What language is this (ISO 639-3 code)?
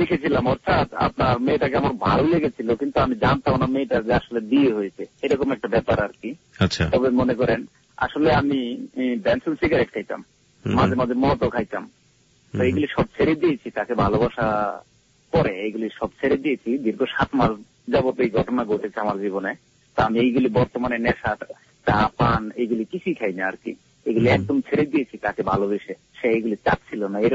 ben